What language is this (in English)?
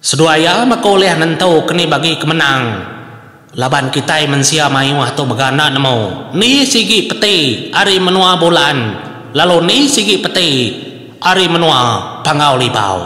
Iban